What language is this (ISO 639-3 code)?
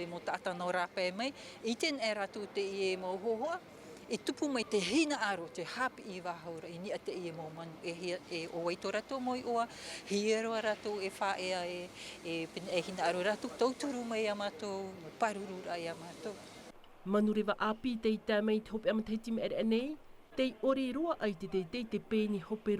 tah